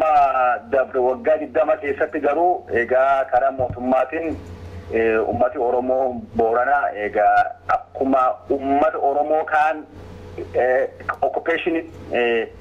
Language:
Oromo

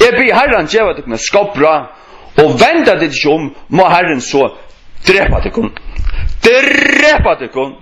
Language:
Faroese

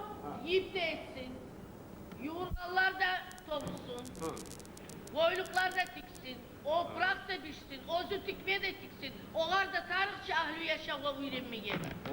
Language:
Kumyk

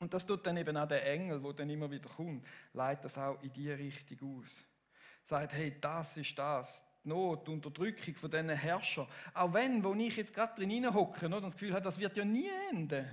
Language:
Swiss German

